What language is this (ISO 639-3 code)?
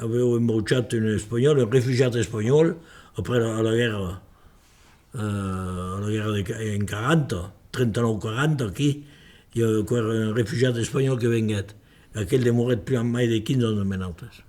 oci